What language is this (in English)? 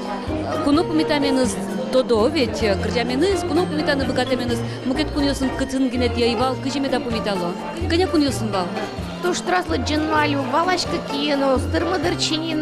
Udmurt